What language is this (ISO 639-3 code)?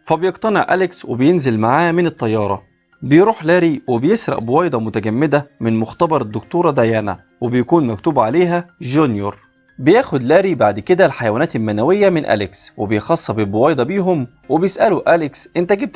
arz